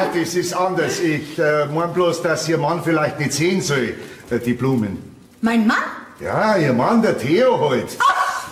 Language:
Bavarian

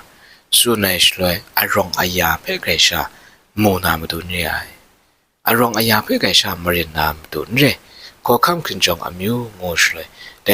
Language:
Kachin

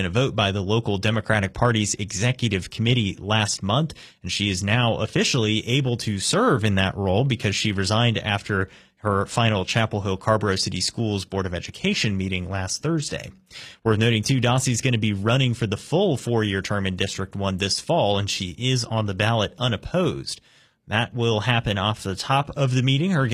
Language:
English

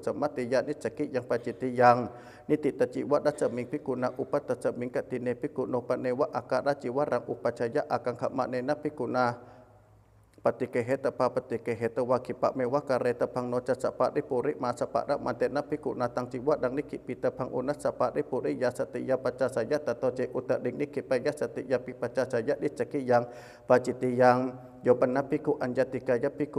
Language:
Pali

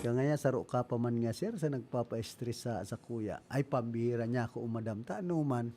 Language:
Bikol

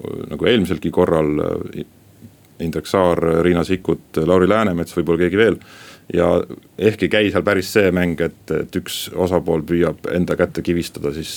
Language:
Estonian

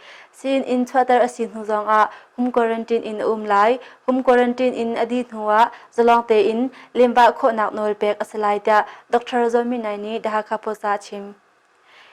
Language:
Hakha Chin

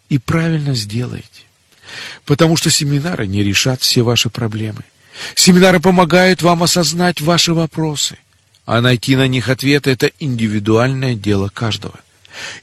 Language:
Russian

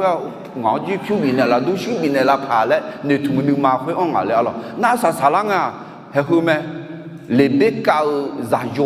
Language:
Akha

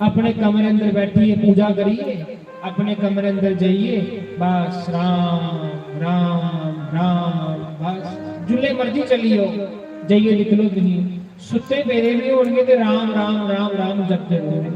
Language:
Dogri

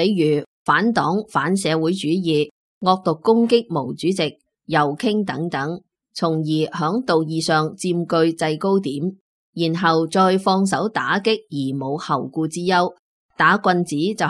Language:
Cantonese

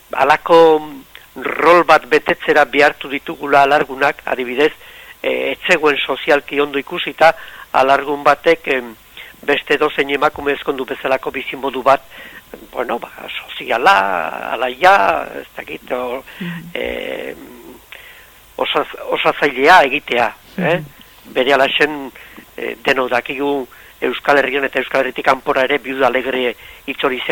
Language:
Basque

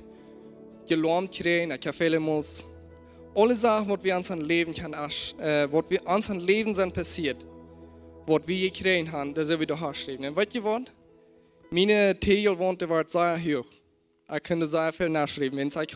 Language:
Plautdietsch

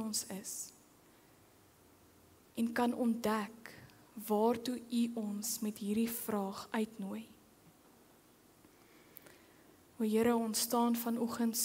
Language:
Afrikaans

